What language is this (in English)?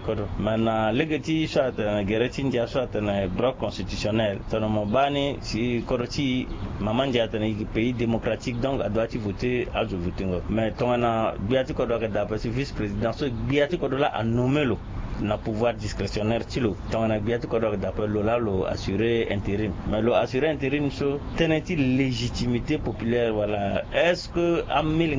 Sango